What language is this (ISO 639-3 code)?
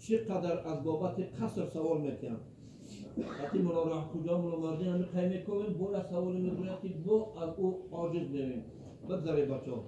tgk